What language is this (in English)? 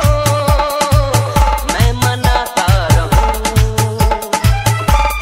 Hindi